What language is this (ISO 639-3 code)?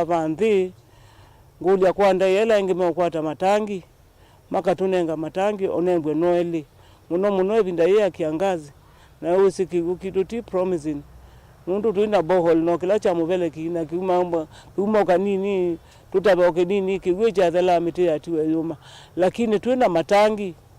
kam